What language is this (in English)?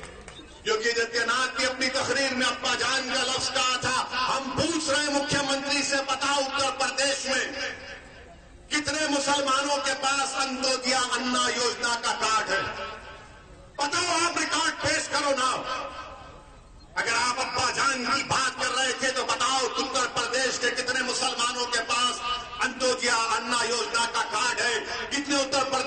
Urdu